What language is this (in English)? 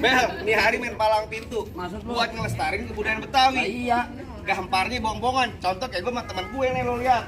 Betawi